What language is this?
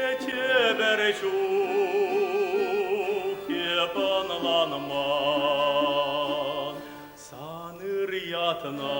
Chuvash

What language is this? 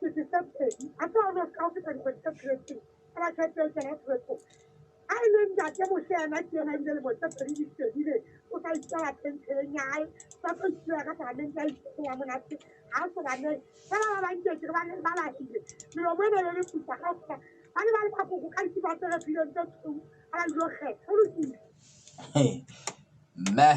Southern Sotho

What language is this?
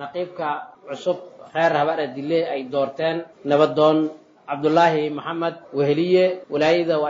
Somali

